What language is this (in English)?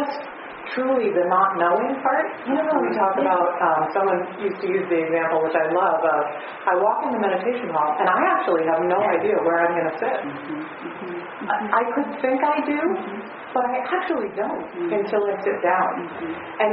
English